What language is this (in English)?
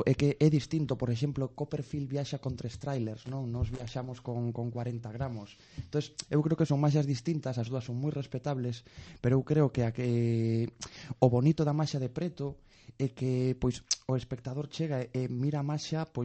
Galician